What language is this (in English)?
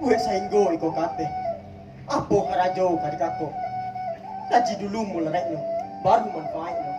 Minangkabau